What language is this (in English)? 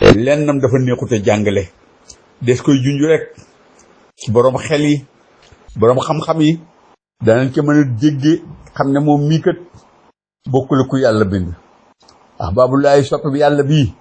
Wolof